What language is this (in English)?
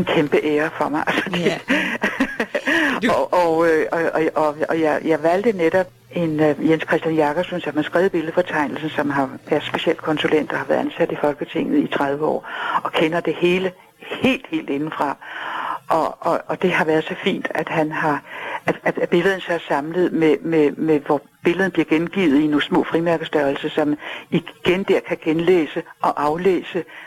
Danish